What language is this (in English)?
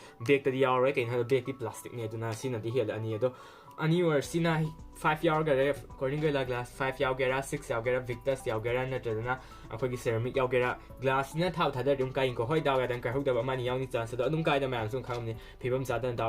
Manipuri